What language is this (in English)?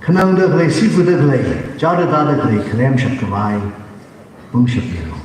Tangkhul Naga (India)